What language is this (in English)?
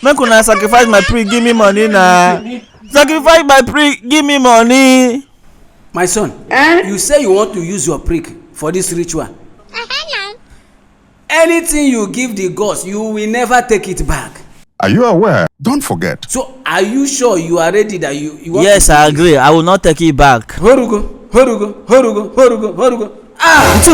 Nigerian Pidgin